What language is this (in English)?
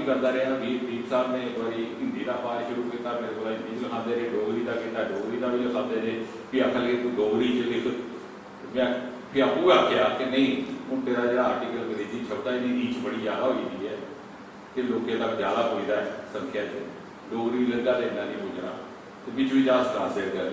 Dogri